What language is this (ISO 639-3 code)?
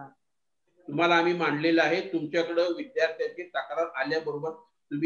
mar